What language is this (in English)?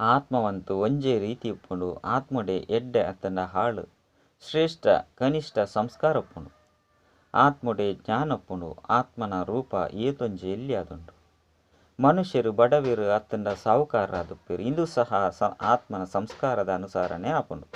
Tulu